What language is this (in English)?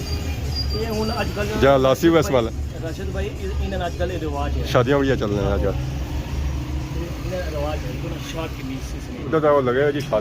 Pahari-Potwari